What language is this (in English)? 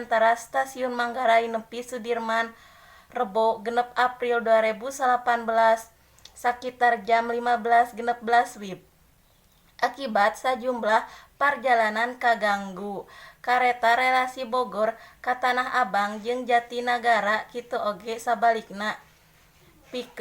Sundanese